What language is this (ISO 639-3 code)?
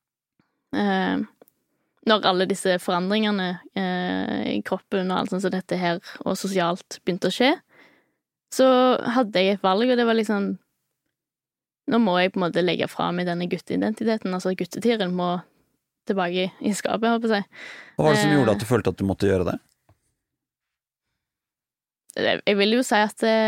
nor